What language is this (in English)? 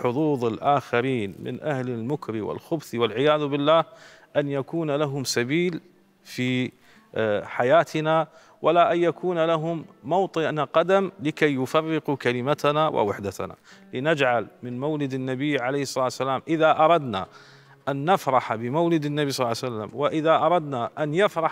Mesopotamian Arabic